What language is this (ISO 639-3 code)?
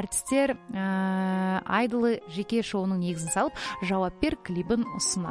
kaz